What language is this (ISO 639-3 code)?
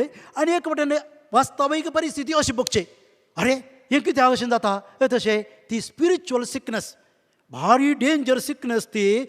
kok